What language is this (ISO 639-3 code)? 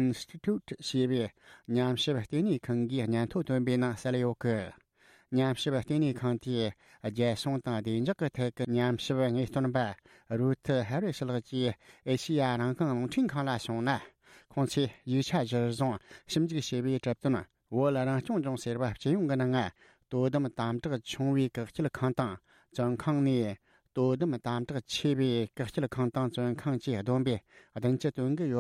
bod